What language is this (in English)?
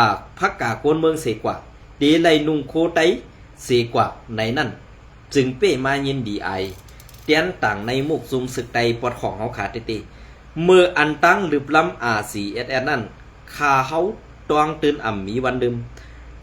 Shan